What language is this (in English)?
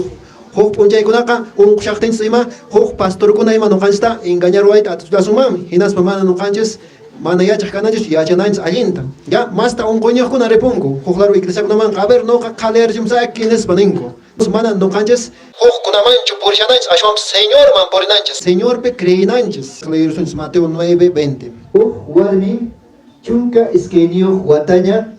Quechua